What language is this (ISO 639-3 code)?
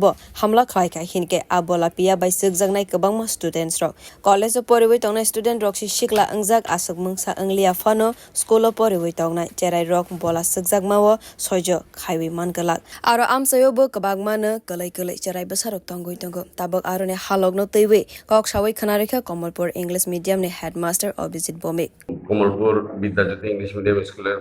trp